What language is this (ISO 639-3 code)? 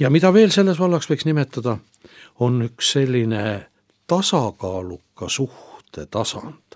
est